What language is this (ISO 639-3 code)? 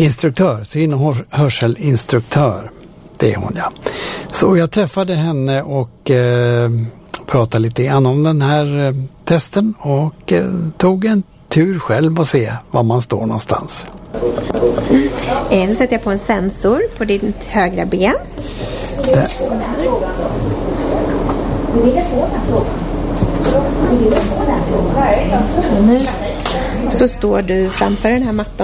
swe